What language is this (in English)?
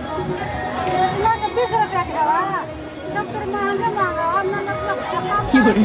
Magahi